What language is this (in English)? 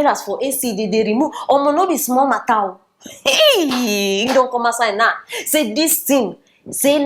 Nigerian Pidgin